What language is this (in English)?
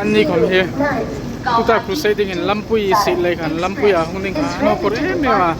Hmar